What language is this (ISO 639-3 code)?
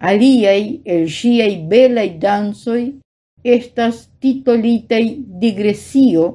epo